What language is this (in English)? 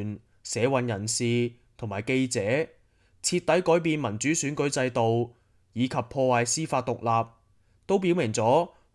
Cantonese